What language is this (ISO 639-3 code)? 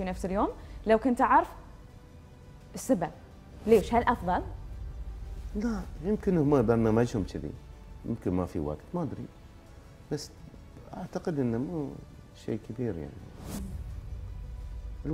afb